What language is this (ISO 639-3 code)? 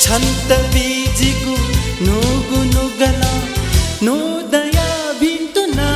new